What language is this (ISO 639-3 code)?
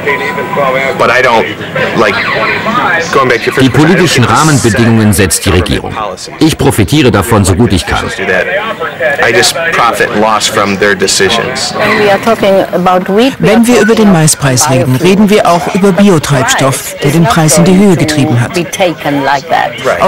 deu